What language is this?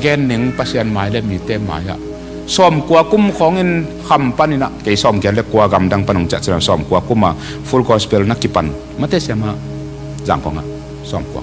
Tedim Chin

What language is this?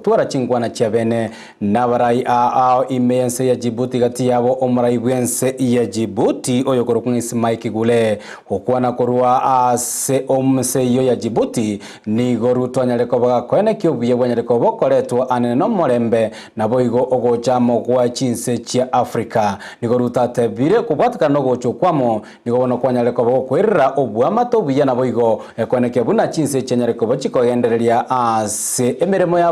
Gusii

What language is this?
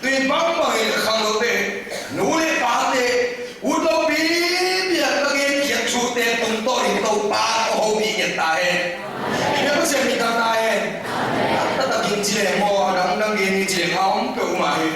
Tedim Chin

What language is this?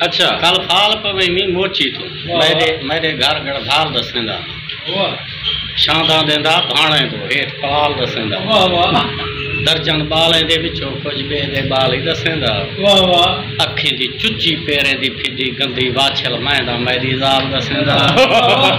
Saraiki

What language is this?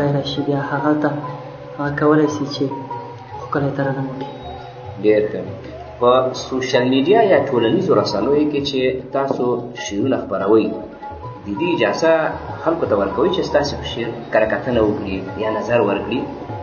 Pashto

